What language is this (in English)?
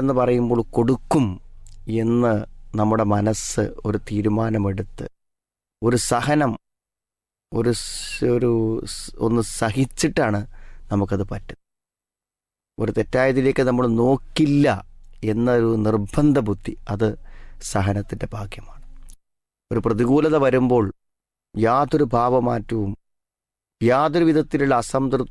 Malayalam